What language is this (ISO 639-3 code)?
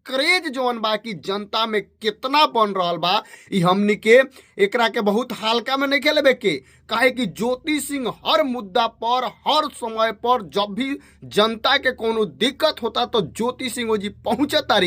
bho